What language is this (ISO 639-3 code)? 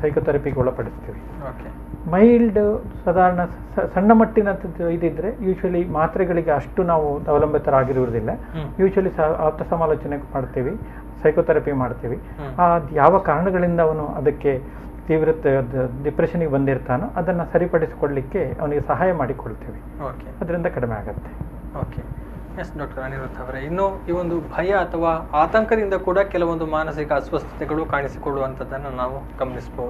kan